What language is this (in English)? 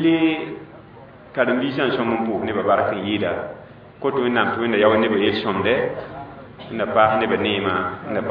Mossi